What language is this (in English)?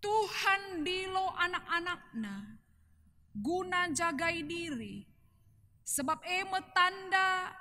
Batak Karo